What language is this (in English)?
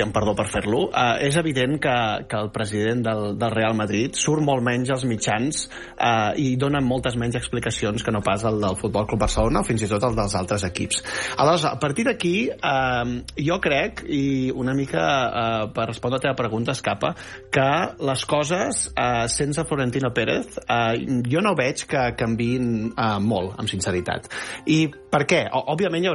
Catalan